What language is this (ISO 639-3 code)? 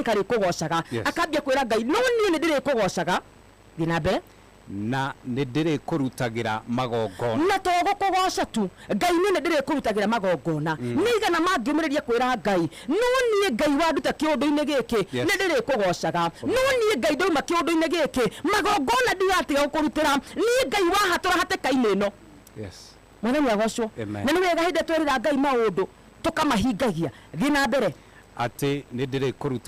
kik